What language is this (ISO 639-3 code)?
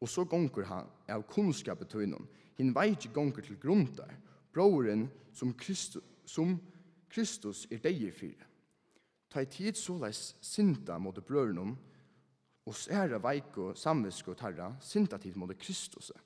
fao